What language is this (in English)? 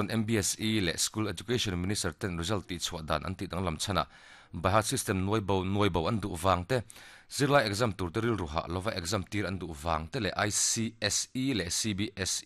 Mizo